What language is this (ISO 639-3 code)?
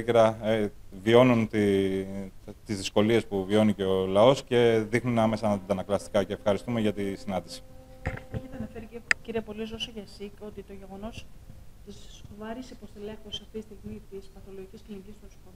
ell